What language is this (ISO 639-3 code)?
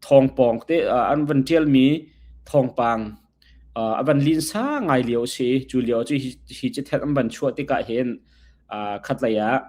cnh